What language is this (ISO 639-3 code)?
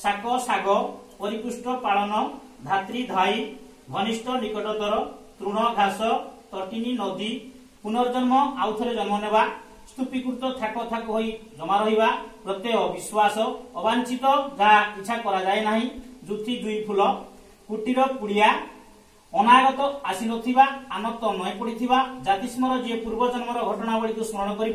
ori